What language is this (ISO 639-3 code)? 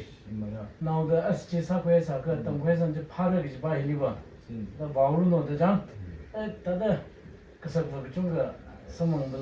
nmf